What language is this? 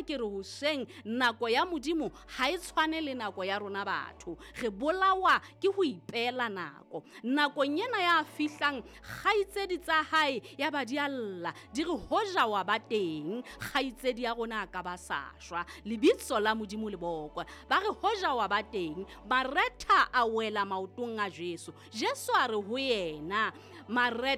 Southern Sotho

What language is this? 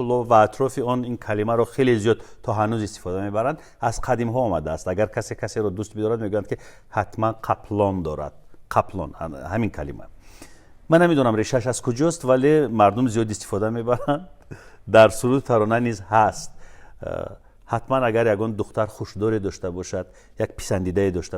Tajik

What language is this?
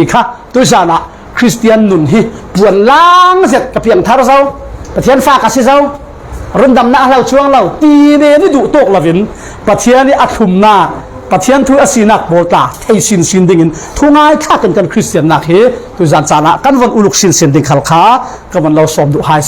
Falam Chin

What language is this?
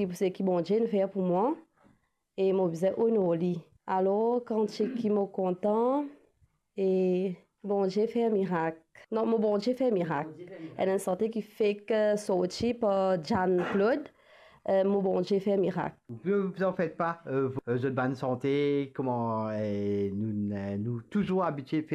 Morisyen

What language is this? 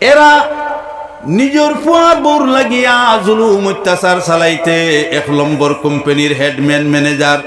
Sylheti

